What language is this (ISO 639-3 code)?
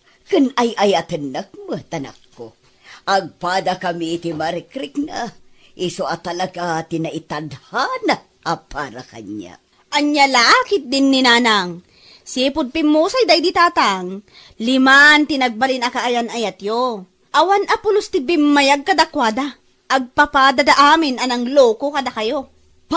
ilo